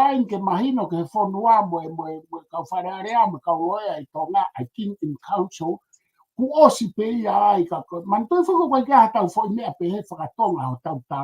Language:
Tongan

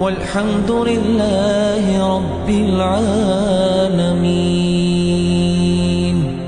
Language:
Ingush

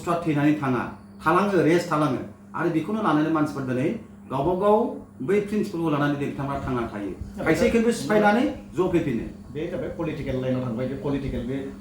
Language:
Bodo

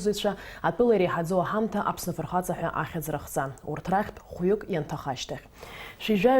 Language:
Abkhazian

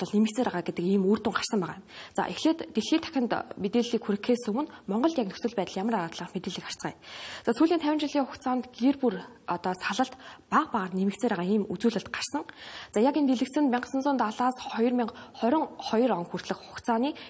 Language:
Mongolian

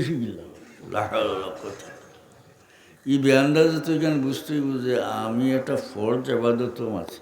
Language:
Sylheti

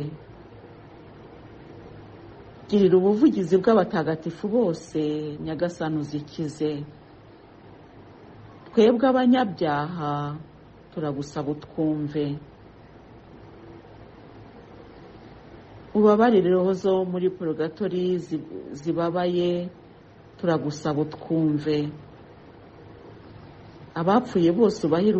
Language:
Kinyarwanda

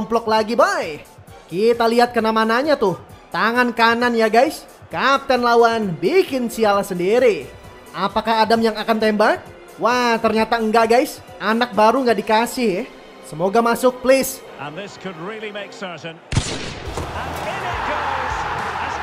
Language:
Indonesian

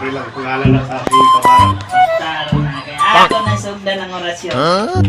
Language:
Cebuano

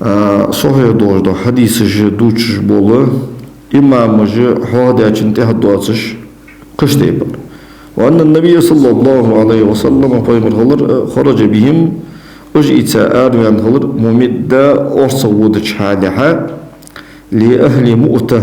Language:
Ingush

